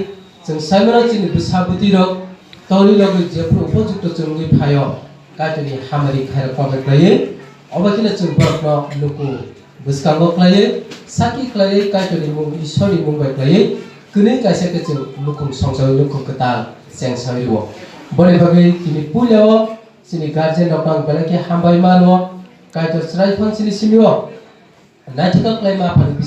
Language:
Kok Borok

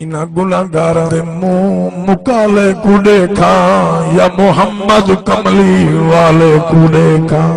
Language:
Saraiki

